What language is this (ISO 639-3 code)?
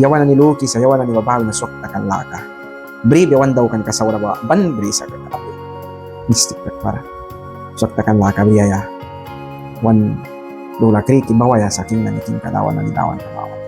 miq